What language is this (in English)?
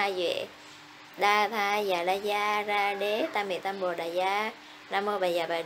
Vietnamese